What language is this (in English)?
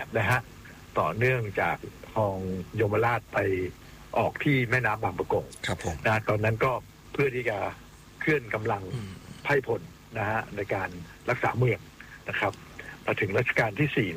Thai